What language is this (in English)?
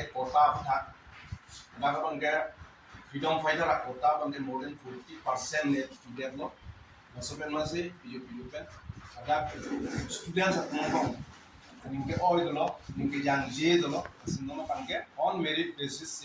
Karbi